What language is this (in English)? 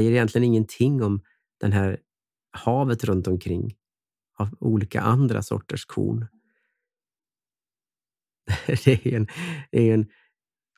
Swedish